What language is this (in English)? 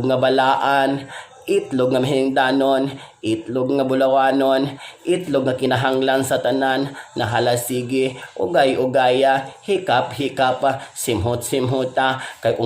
Cebuano